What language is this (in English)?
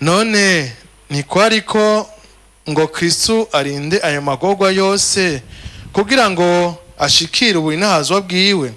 Rundi